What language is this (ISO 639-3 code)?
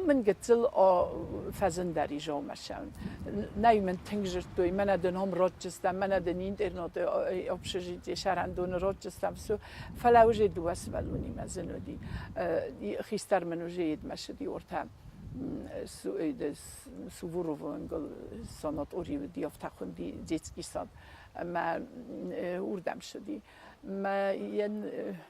oss